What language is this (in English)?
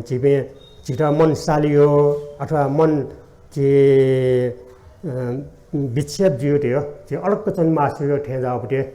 Newari